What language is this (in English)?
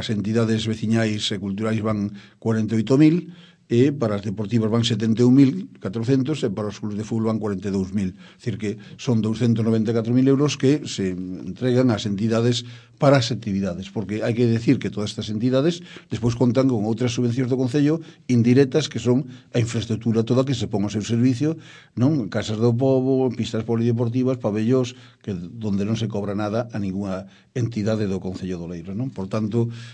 Galician